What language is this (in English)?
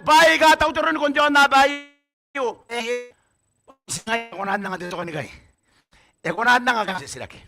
Gilbertese